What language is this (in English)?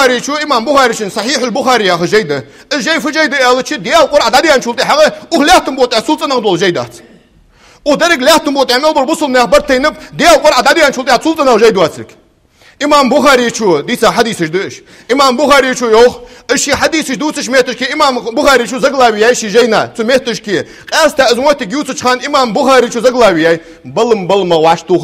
Ingush